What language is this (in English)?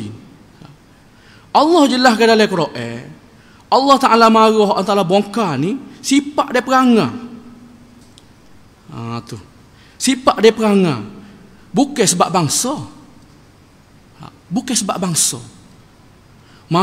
Malay